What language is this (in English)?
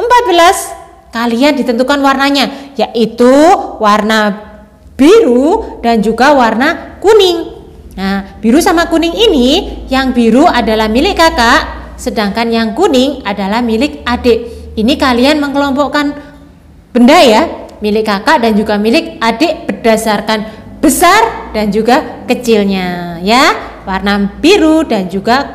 Indonesian